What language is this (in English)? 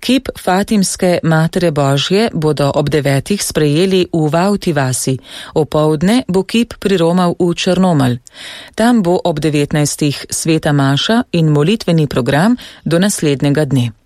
Slovenian